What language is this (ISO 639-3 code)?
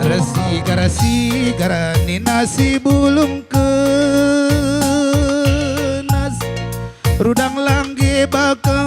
btx